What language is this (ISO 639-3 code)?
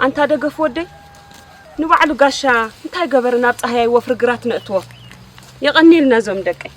tir